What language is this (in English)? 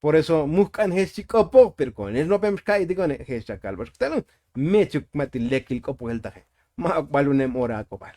Tzotzil